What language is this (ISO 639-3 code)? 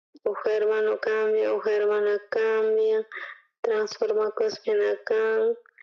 quh